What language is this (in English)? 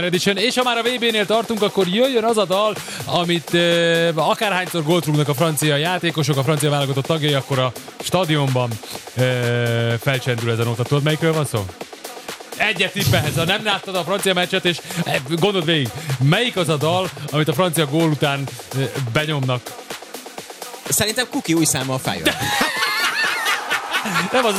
Hungarian